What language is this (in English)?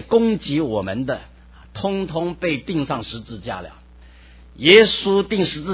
Chinese